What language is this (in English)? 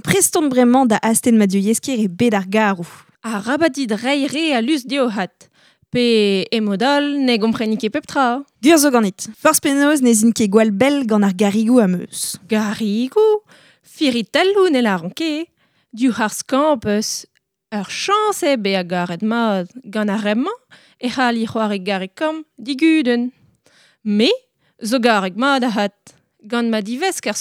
Breton